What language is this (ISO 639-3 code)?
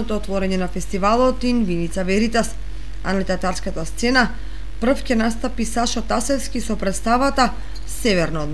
mkd